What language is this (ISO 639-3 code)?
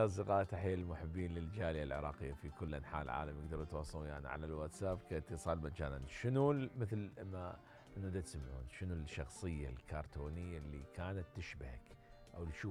acm